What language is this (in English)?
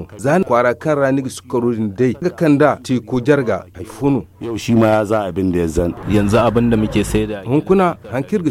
Zarma